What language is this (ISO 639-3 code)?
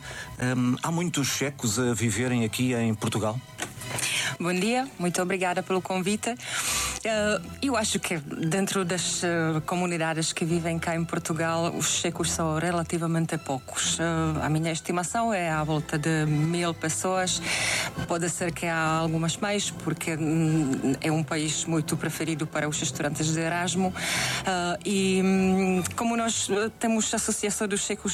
por